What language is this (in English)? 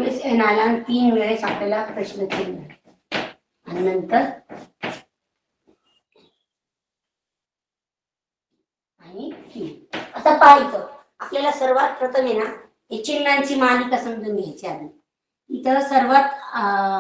Marathi